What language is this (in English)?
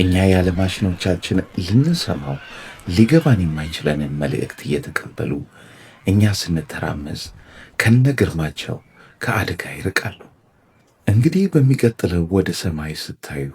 Amharic